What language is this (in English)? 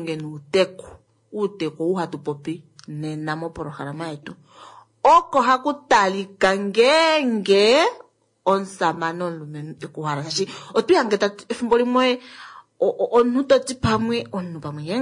Kuanyama